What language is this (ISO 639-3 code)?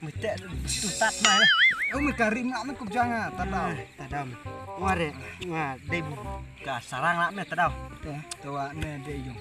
kha